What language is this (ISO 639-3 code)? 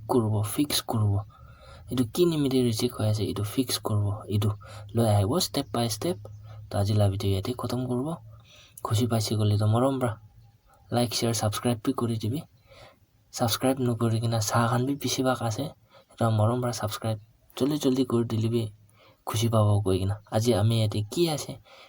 nag